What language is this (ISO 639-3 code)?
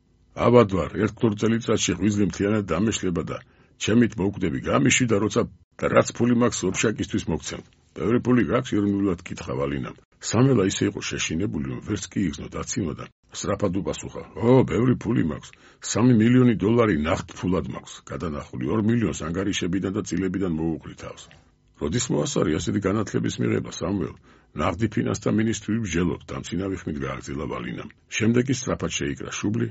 kat